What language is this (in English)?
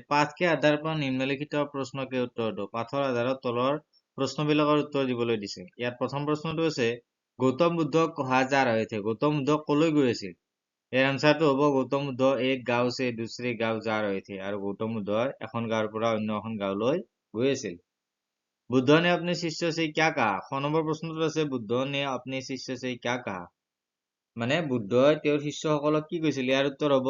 Assamese